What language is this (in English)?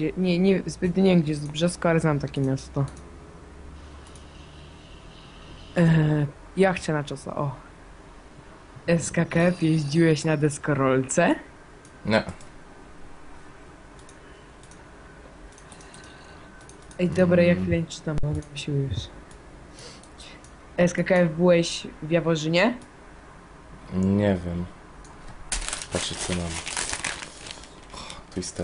Polish